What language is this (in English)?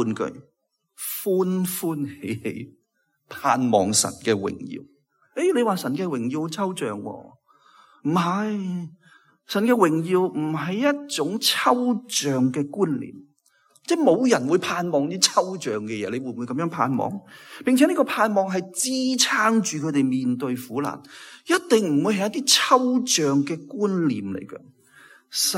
Cantonese